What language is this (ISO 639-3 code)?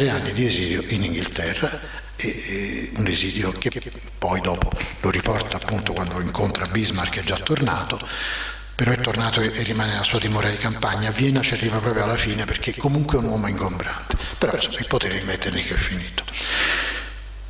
ita